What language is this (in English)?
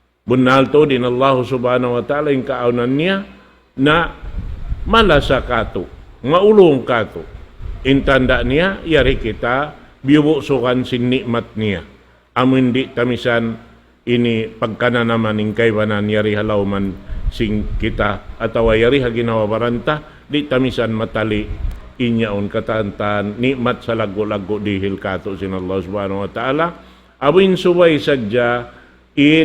Tausug